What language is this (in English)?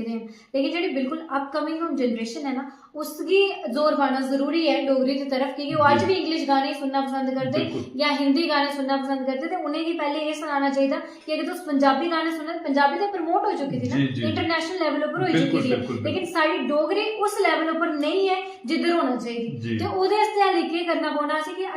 Dogri